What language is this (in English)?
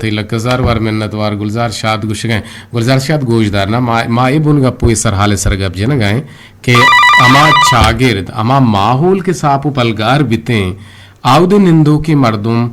Eastern Balochi